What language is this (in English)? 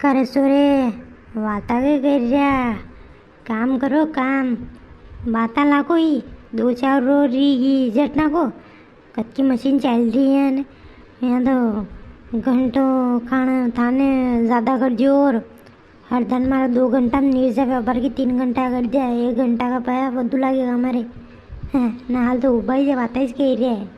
Rajasthani